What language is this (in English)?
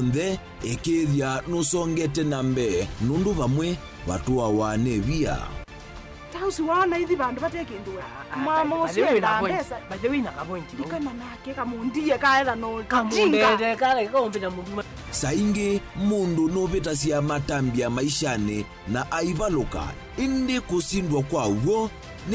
Kamba